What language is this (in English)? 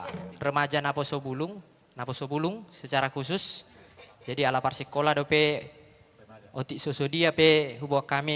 Batak Toba